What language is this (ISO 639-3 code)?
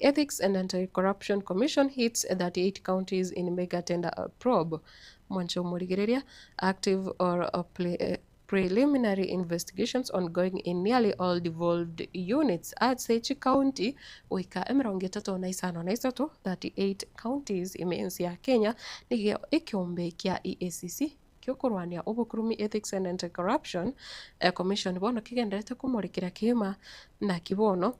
guz